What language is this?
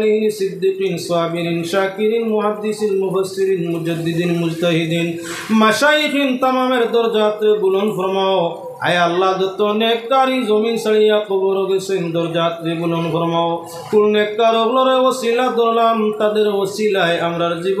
Sylheti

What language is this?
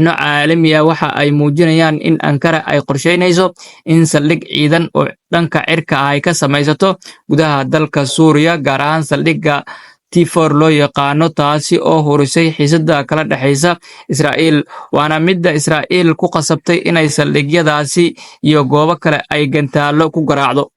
Somali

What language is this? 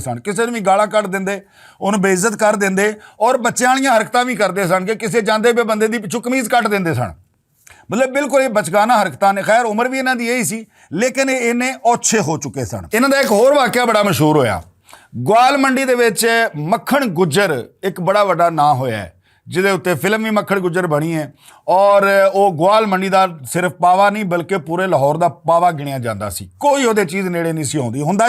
Western Panjabi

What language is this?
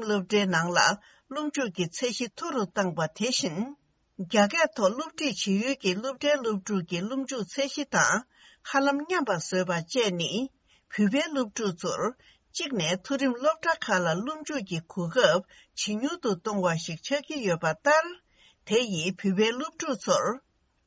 Tibetan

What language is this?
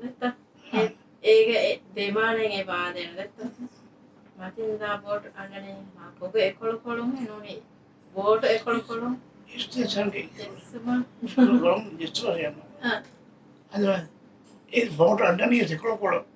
Divehi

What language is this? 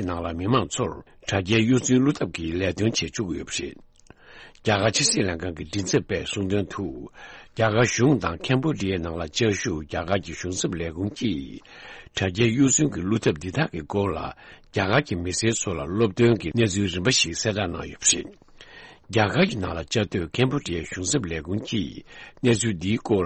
Tibetan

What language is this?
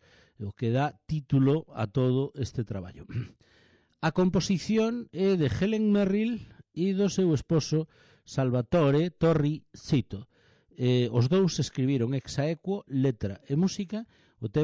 Galician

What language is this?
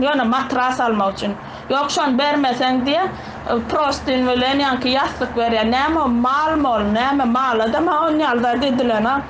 Turkmen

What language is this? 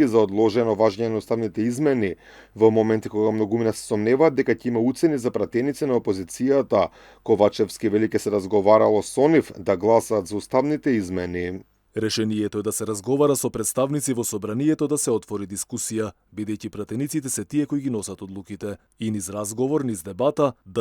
Macedonian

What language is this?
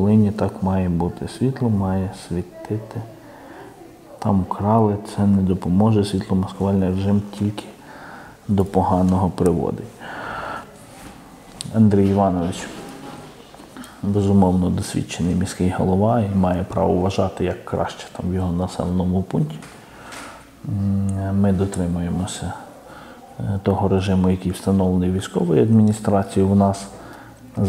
Ukrainian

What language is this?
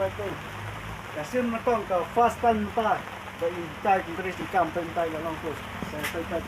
Khasi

